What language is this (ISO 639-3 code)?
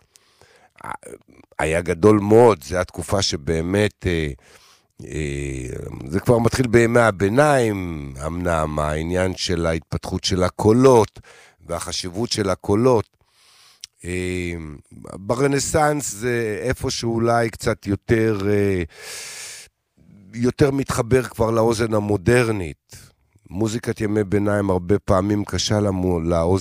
heb